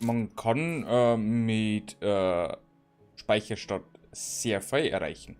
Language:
Bavarian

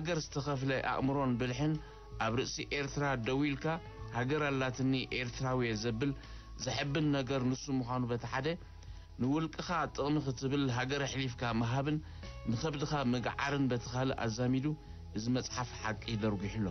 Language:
Tigrinya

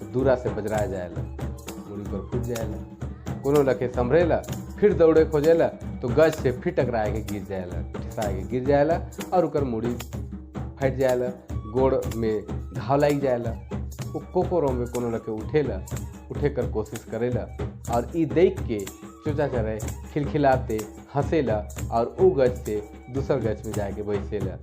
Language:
Sadri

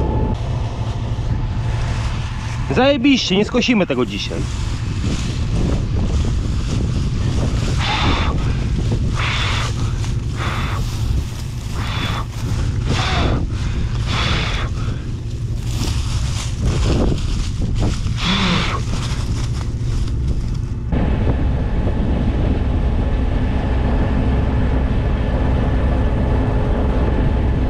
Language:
Polish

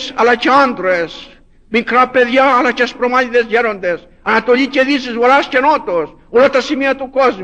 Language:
Greek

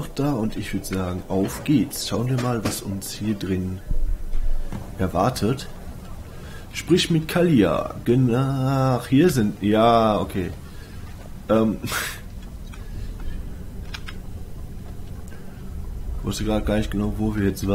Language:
German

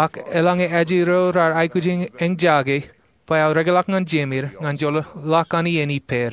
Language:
Marshallese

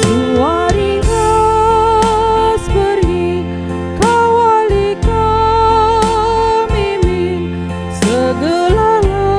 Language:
Batak Karo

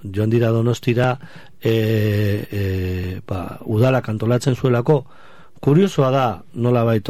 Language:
Basque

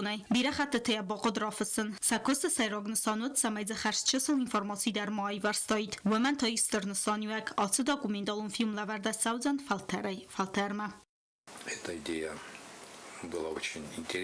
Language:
Ossetic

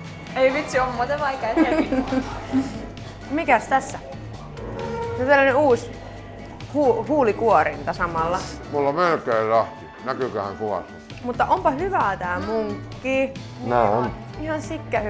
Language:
Finnish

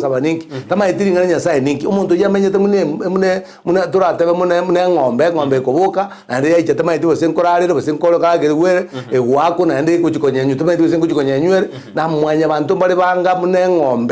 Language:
Gusii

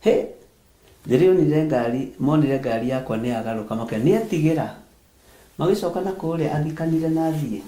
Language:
Kikuyu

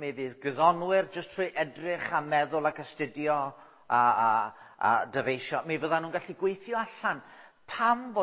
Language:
Welsh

